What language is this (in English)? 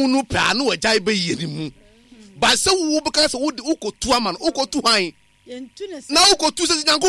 Akan